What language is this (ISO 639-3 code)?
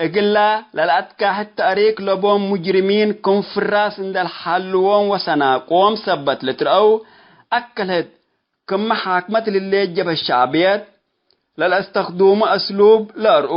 tig